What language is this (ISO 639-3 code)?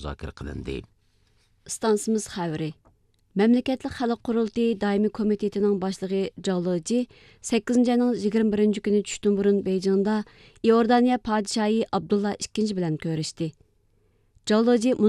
uig